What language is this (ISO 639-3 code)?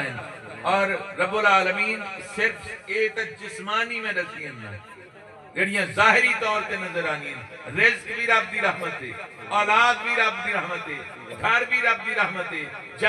skr